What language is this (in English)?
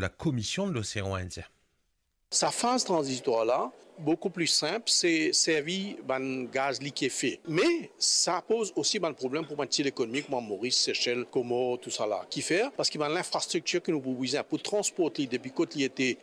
Morisyen